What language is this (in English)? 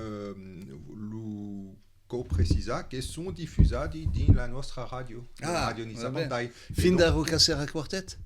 Occitan